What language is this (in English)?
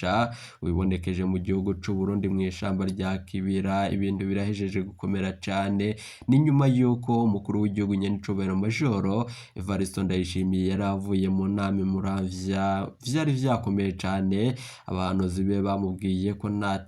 Rundi